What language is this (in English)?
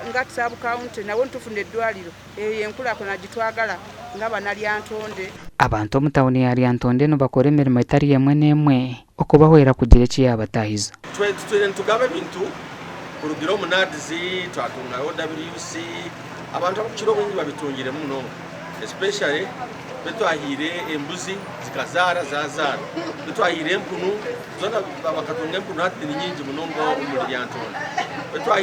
Nyankole